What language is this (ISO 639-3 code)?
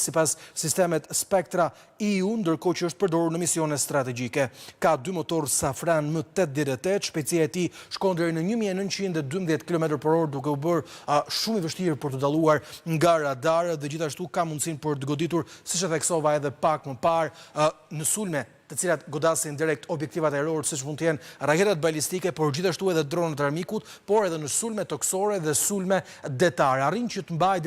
sqi